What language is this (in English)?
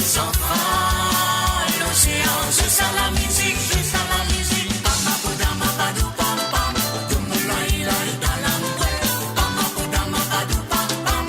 Morisyen